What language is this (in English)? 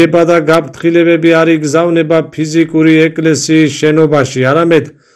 Georgian